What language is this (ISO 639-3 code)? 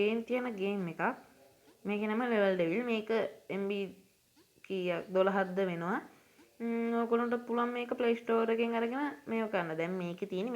sin